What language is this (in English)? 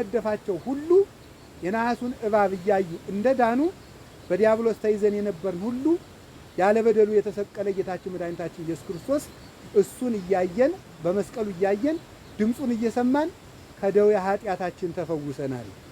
Amharic